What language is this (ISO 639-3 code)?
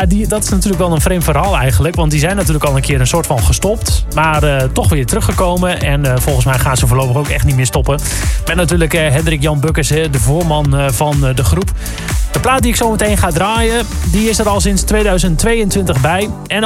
nld